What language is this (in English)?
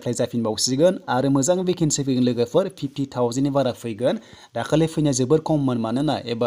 Bodo